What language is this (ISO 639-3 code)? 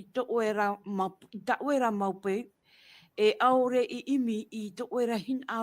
tah